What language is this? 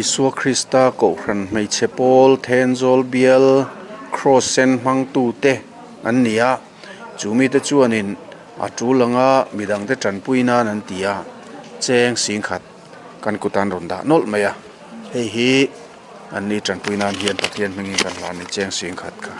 Mizo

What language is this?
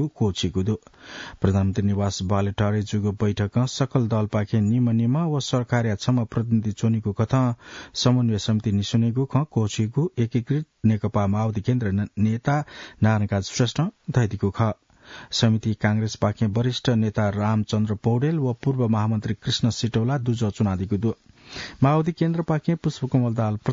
Newari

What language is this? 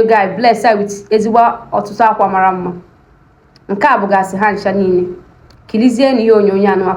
Igbo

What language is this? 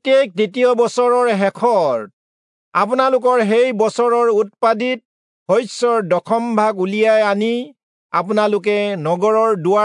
Assamese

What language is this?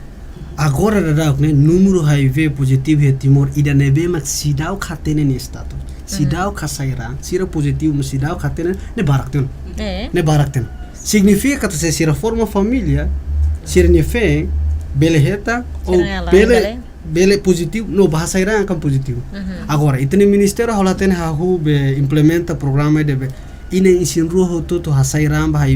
Tetum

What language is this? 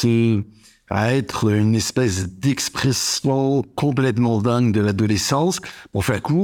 French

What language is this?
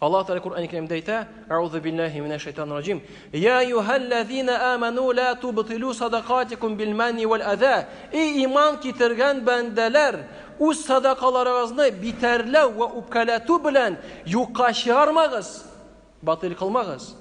Tatar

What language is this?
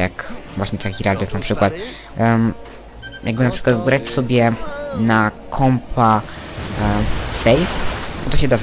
Polish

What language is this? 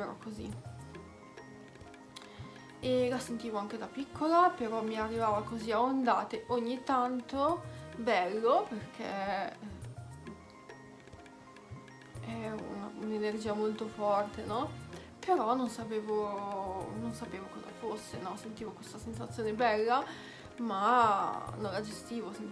Italian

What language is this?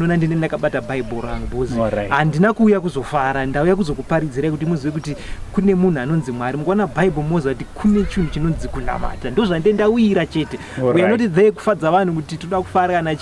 Shona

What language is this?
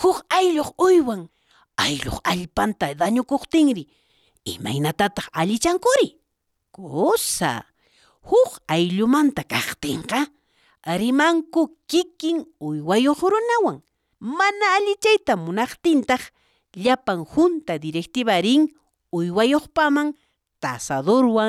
South Bolivian Quechua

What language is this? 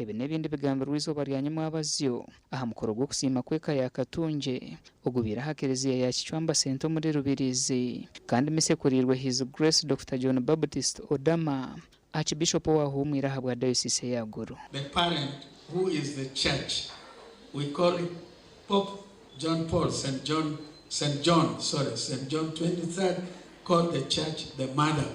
Nyankole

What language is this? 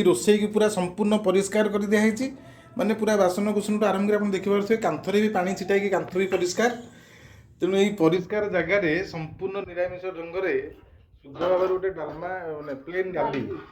Odia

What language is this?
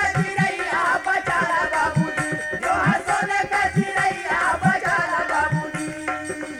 Bhojpuri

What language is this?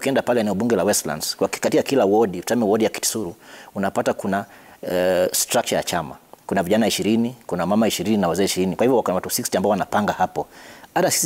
Swahili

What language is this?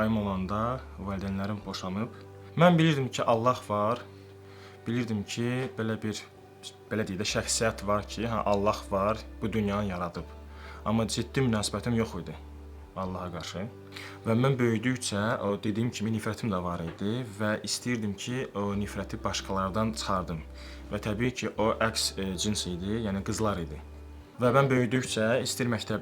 Azerbaijani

